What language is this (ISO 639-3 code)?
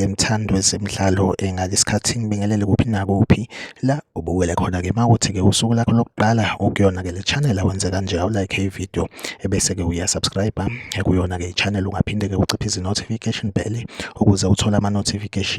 zul